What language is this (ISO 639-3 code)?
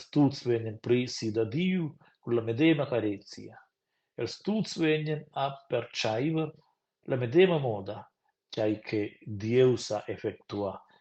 roh